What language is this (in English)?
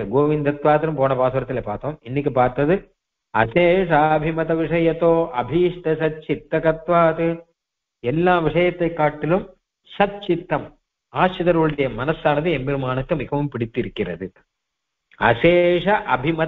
Tamil